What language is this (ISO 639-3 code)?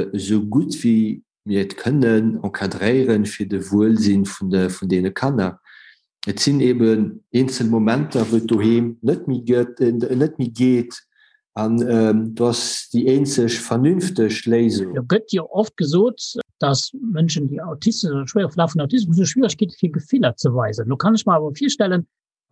ltz